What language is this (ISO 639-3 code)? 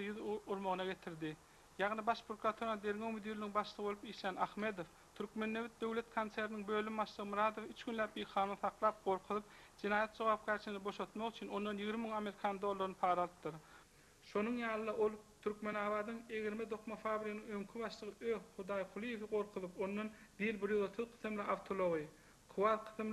tuk